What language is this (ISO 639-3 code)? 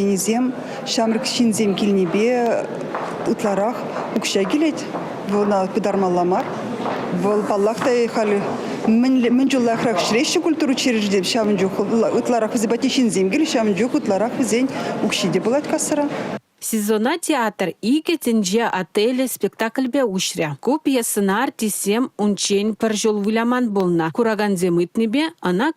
chv